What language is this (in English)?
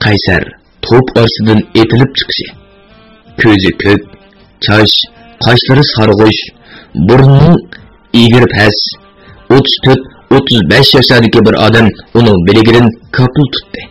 Uyghur